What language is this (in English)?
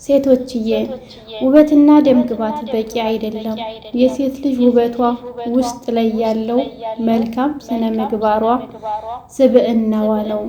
Amharic